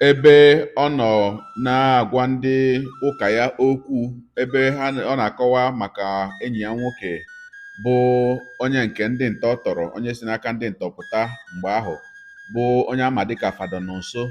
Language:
Igbo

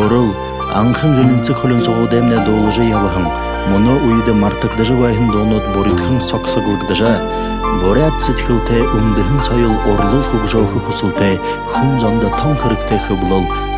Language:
Buriat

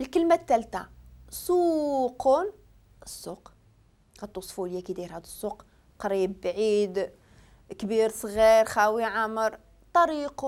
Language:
Moroccan Arabic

